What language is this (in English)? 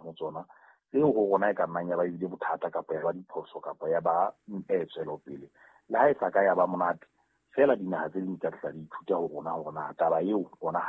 Southern Sotho